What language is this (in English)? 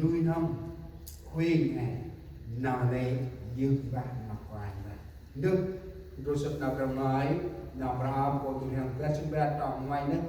Central Mnong